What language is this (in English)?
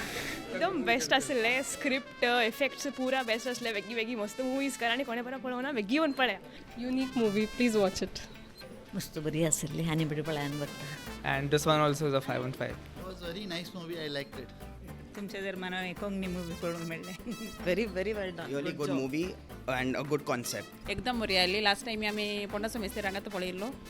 Konkani